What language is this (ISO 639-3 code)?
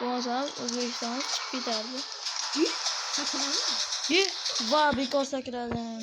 uzb